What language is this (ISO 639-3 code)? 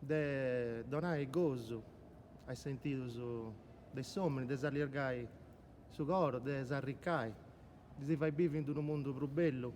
srd